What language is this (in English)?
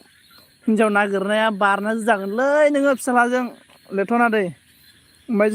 Bodo